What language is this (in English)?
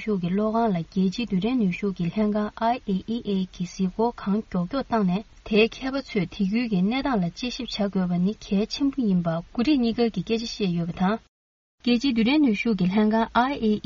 Tibetan